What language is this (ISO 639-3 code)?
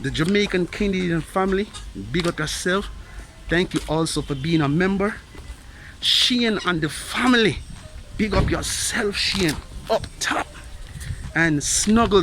jam